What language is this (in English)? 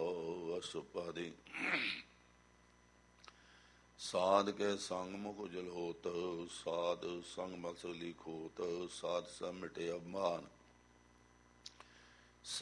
Punjabi